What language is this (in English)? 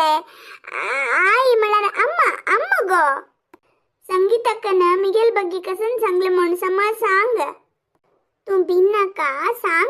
Konkani